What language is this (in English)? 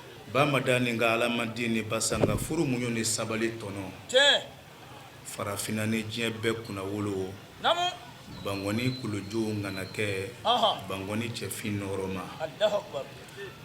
Bambara